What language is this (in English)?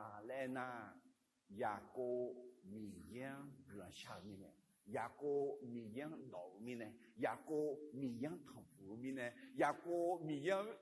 Akha